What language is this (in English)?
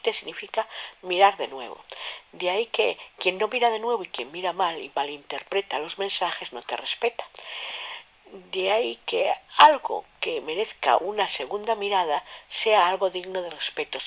Spanish